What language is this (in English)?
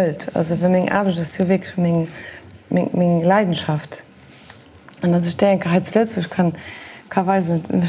Luxembourgish